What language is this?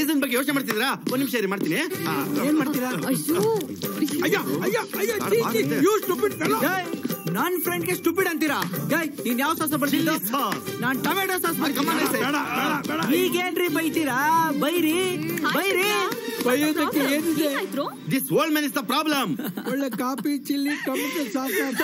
Kannada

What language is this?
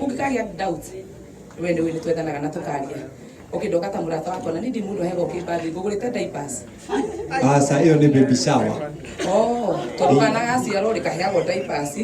Kikuyu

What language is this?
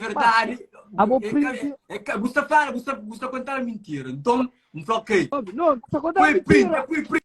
Kabuverdianu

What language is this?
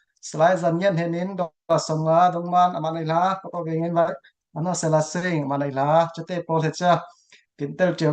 Falam Chin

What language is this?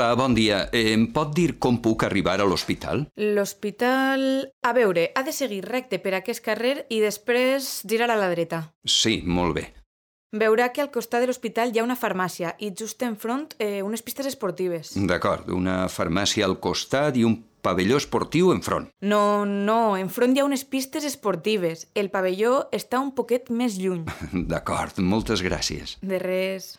Catalan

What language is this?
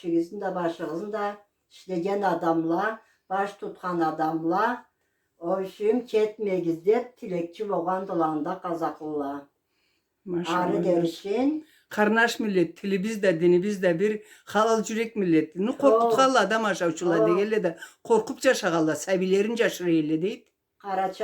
Karachay-Balkar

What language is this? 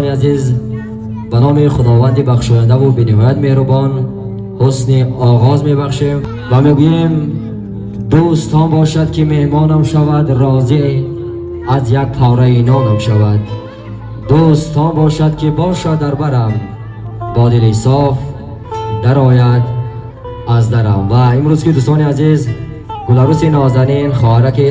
Tajik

